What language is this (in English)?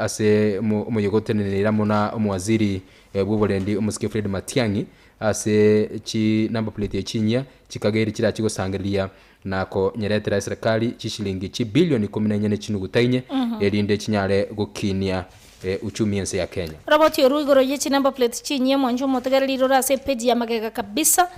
Gusii